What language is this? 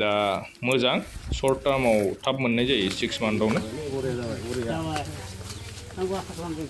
Bodo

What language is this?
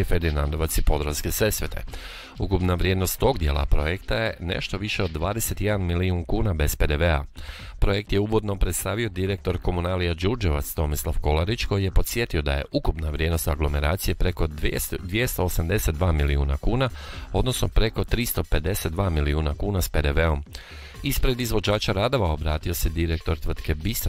Croatian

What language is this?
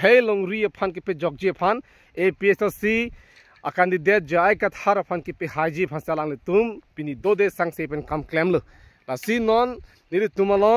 Karbi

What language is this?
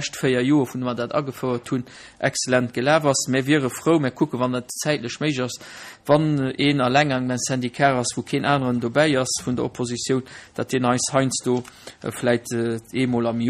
Luxembourgish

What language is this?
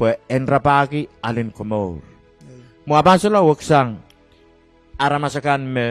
Pohnpeian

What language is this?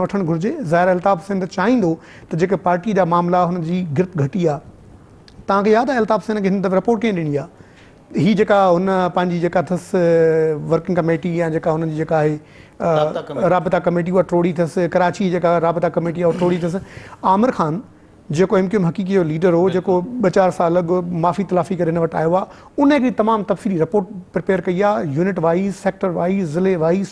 Sindhi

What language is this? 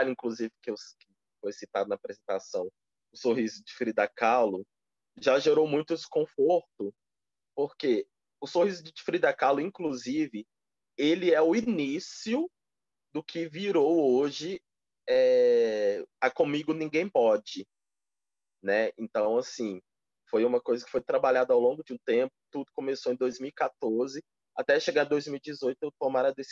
Portuguese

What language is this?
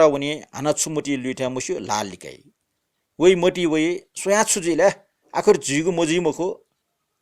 Newari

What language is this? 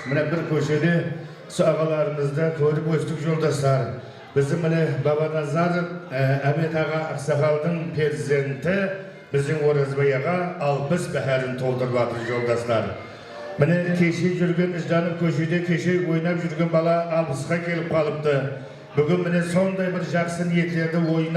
Kara-Kalpak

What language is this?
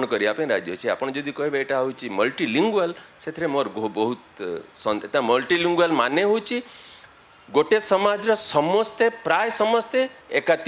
Odia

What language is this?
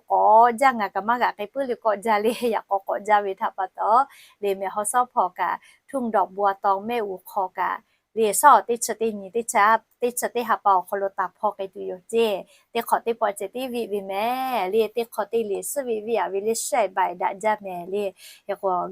Lahu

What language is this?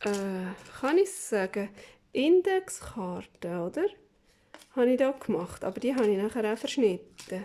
Swiss German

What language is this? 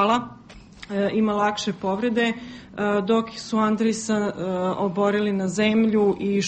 Croatian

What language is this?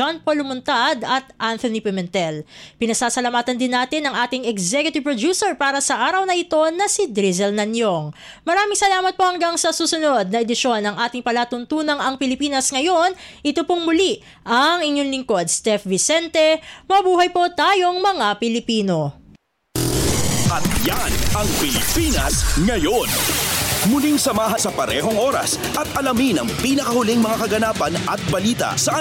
Filipino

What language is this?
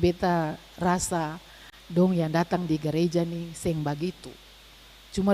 Ambonese Malay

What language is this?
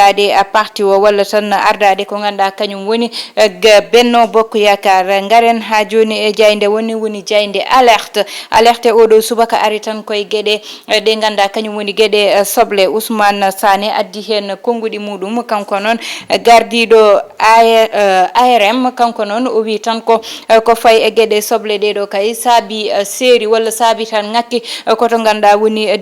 Fula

